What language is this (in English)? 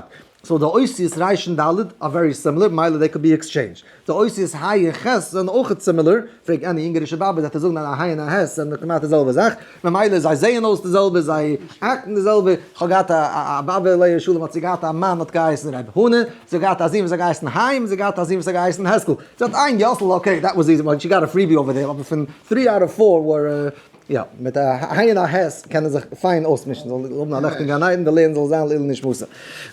Yiddish